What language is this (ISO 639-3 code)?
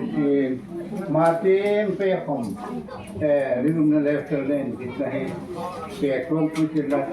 hmr